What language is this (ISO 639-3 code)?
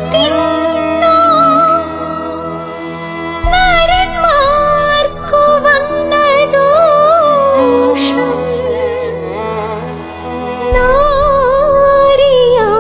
mal